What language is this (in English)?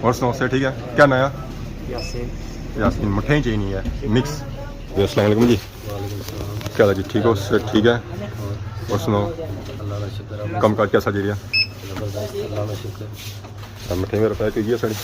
Pahari-Potwari